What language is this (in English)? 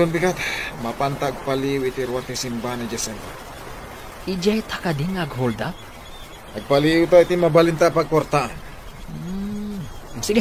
Iloko